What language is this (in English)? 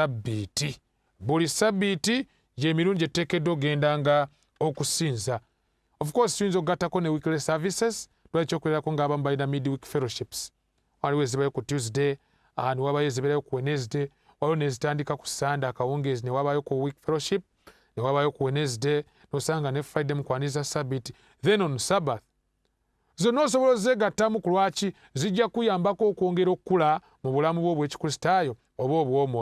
Ganda